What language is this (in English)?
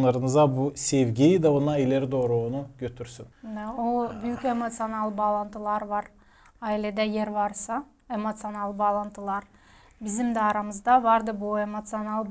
Gagauz